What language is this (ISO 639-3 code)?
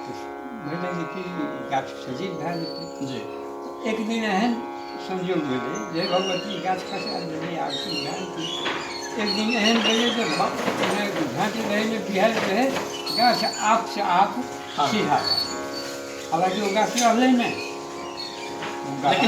mai